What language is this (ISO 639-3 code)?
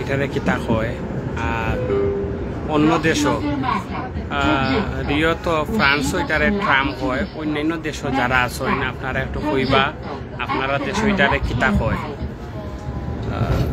syl